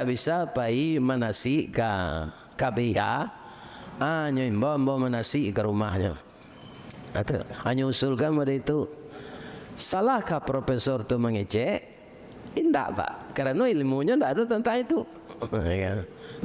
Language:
Minangkabau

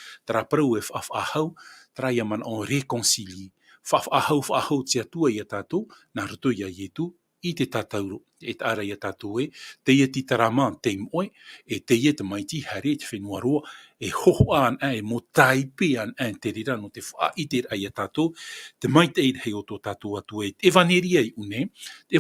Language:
Tahitian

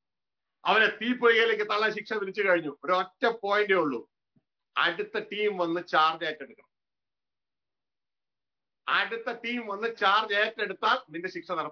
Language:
Malayalam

